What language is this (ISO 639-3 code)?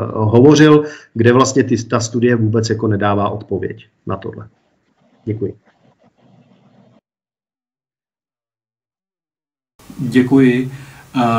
ces